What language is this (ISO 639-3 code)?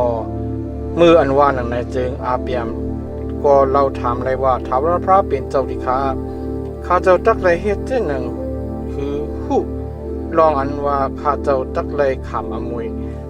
shn